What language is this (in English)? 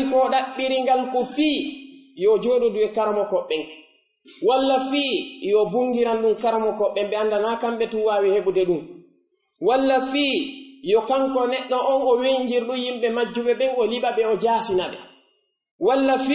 Pular